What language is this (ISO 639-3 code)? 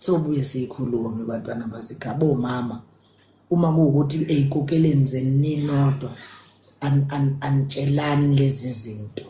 zul